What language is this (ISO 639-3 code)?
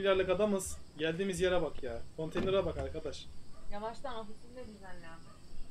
tur